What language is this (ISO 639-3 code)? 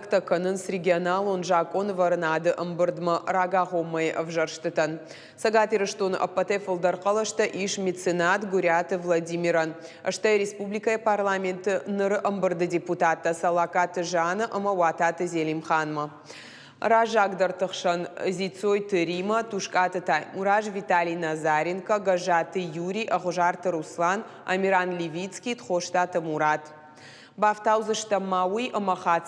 oss